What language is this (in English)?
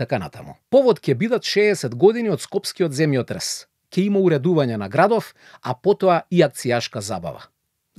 Macedonian